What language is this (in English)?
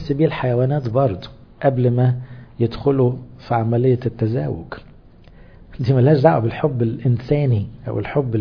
Egyptian Arabic